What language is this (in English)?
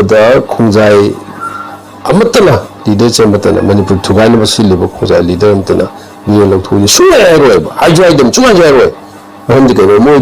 Manipuri